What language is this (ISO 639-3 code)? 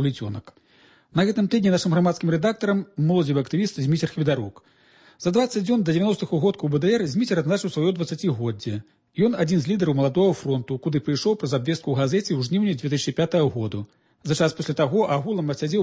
bel